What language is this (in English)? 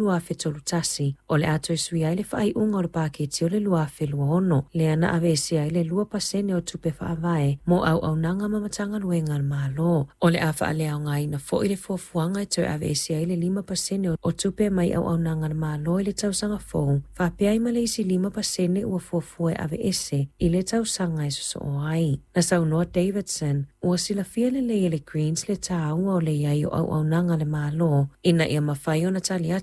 Samoan